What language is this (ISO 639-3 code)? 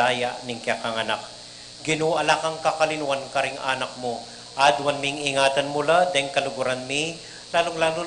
pam